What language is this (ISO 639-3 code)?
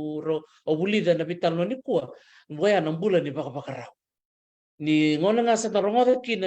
fij